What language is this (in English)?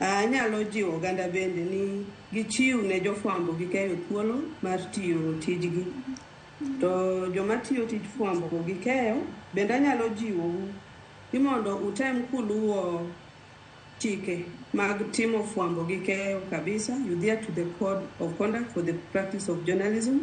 Luo (Kenya and Tanzania)